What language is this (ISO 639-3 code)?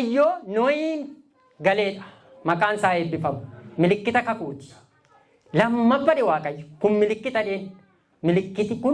orm